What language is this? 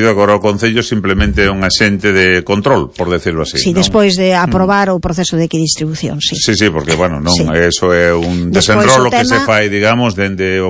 Galician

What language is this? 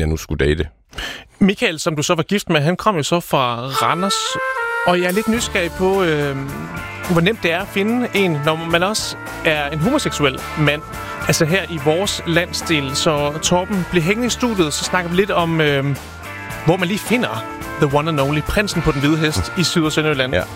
Danish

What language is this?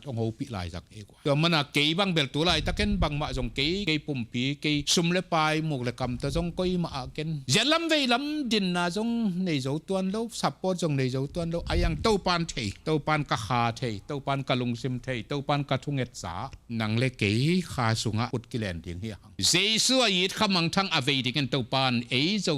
Tedim Chin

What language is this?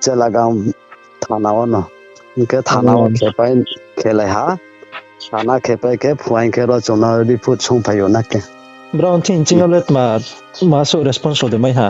Riang (India)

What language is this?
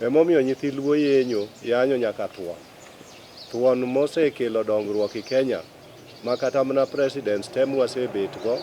Luo (Kenya and Tanzania)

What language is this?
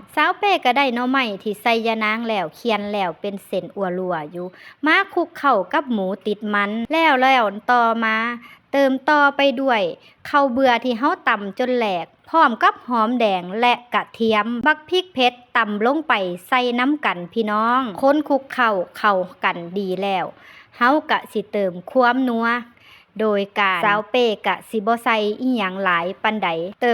Lao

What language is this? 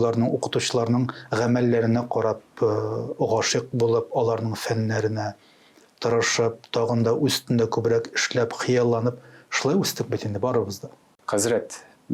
Tatar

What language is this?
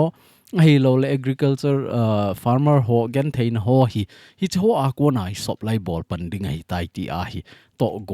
Thado Chin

